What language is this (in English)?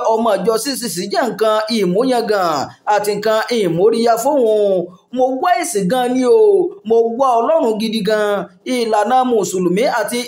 Yoruba